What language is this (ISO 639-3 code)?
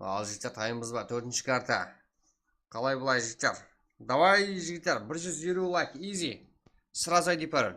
kaa